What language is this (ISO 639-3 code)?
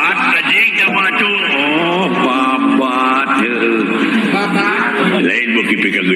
sun